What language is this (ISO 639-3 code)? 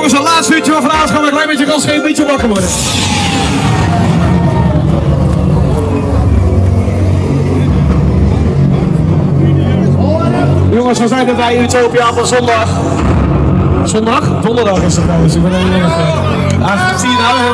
nld